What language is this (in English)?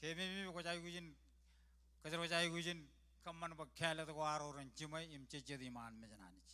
Marshallese